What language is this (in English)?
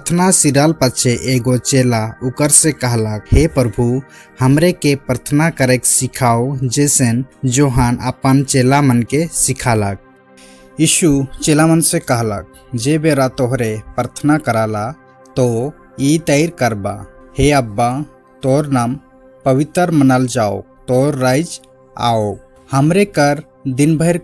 Sadri